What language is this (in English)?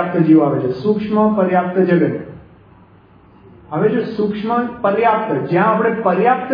Gujarati